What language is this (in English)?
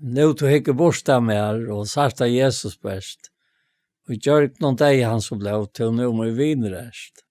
Faroese